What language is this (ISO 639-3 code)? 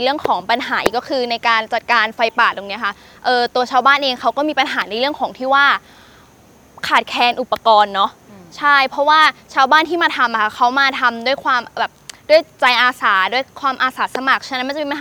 tha